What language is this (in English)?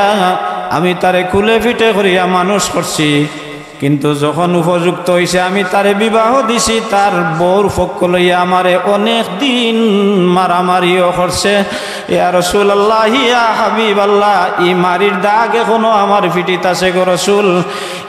Sylheti